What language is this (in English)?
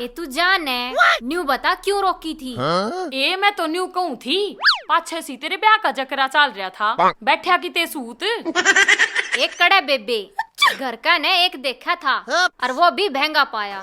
Haryanvi